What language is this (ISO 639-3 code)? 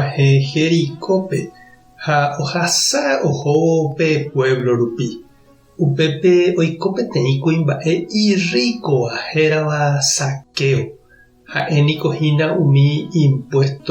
grn